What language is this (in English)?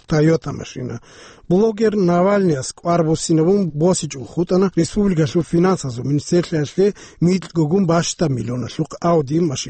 Avaric